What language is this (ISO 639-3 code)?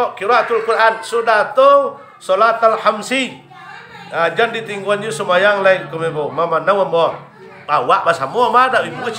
min